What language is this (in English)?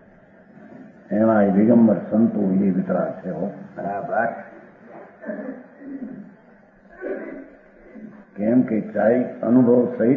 Gujarati